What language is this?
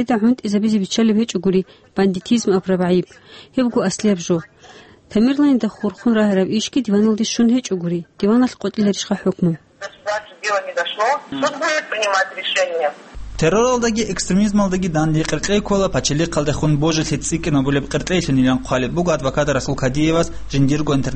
Avaric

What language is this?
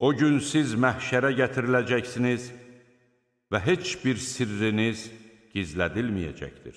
Azerbaijani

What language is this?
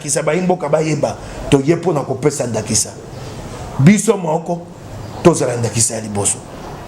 Lingala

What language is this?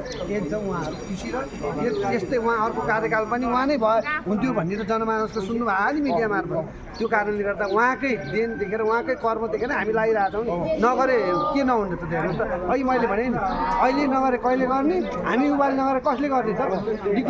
Nepali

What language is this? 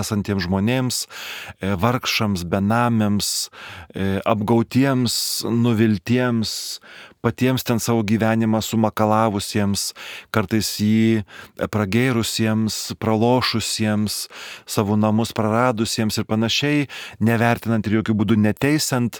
Lithuanian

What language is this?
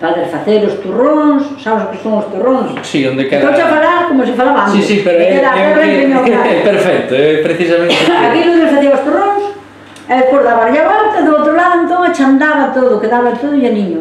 Galician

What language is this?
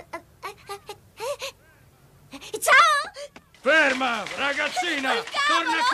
Italian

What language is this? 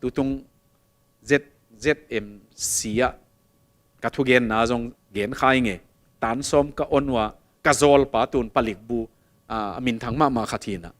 Tedim Chin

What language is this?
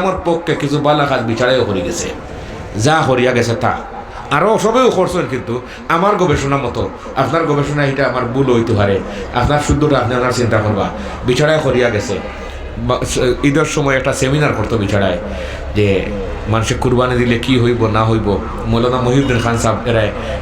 Sylheti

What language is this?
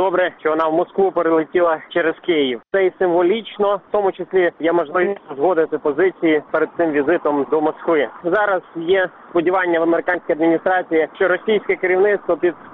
Ukrainian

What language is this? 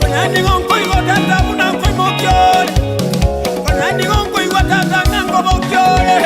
Gusii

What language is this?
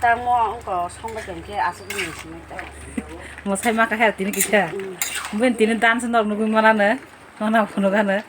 Kok Borok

